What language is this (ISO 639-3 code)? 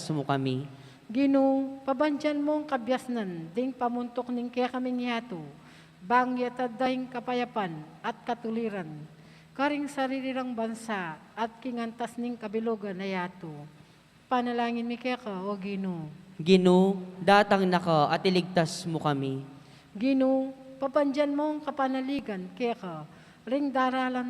pam